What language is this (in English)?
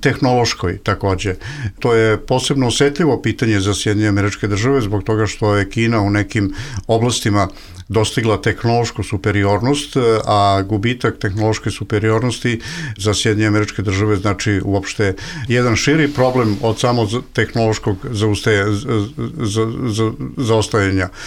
Bosnian